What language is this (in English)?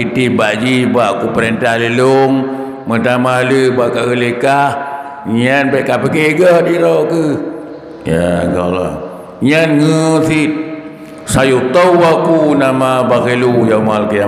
Achinese